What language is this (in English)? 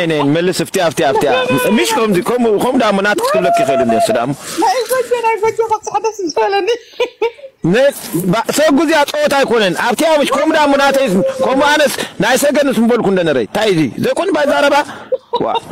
Tigrinya